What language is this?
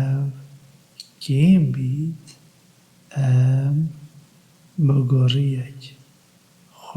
Kurdish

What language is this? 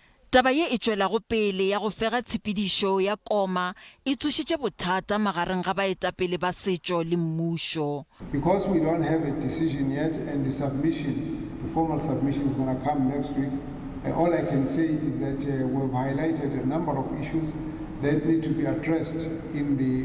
Northern Sotho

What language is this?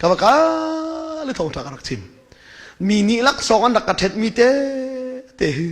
Hakha Chin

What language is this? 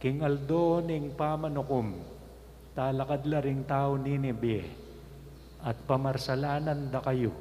Pampanga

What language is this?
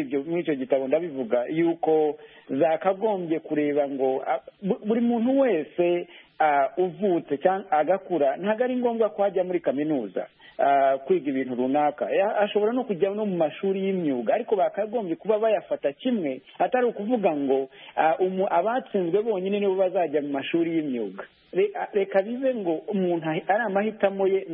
Kinyarwanda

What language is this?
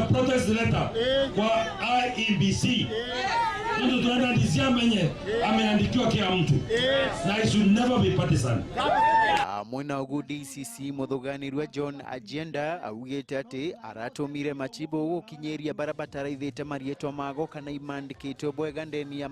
Meru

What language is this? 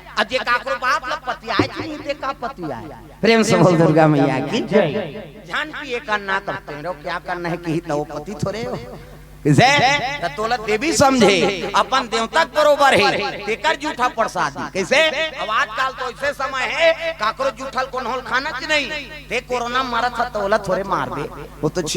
Chhattisgarhi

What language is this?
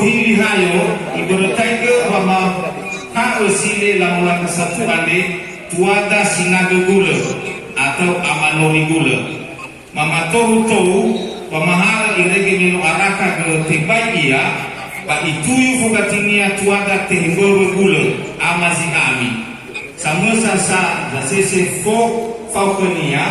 Nias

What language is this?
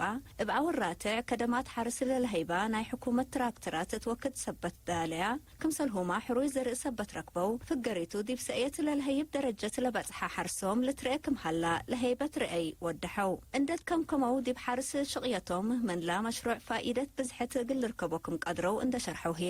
Tigre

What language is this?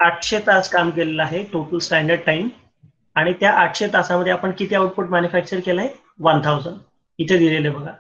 Marathi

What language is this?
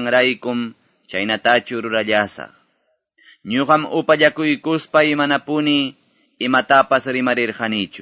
Quechua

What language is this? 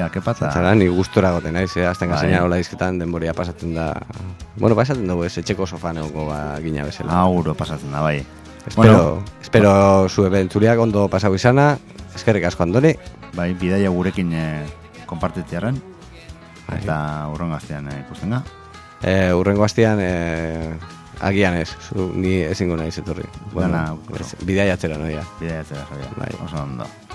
Basque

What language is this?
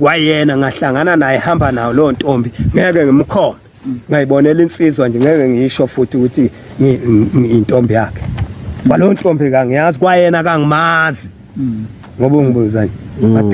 Zulu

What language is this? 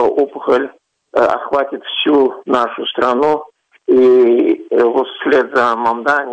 Russian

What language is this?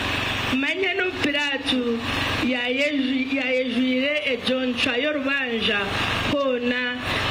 Nyankole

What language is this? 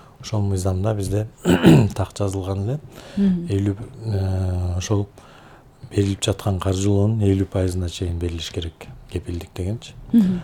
Kyrgyz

